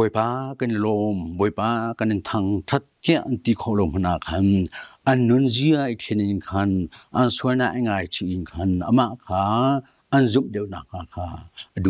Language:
Hakha Chin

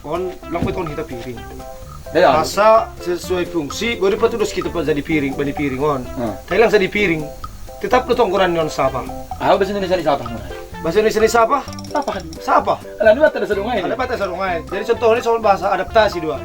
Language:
Batak Simalungun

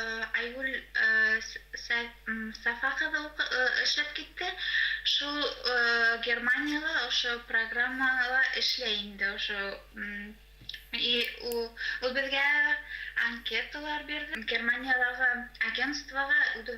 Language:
Bashkir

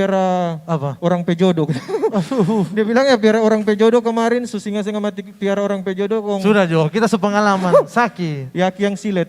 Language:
Manado Malay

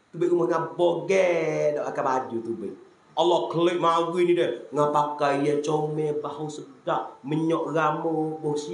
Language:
Malay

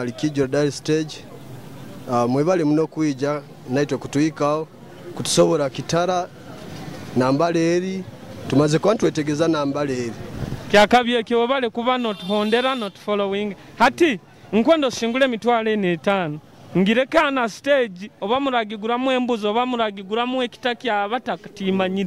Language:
Nyoro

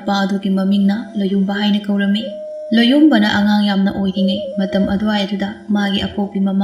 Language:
Manipuri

